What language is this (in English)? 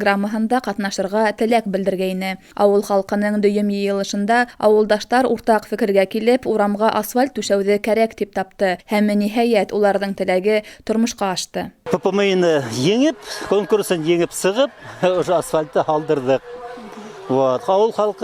Bashkir